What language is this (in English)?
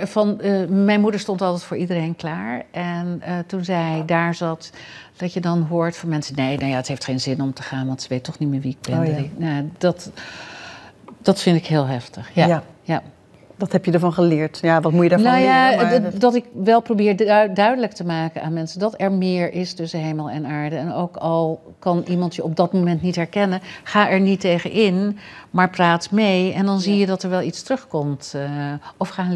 Dutch